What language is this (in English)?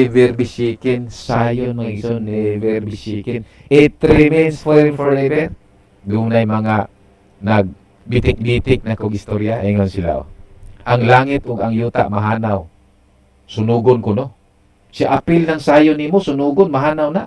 Cebuano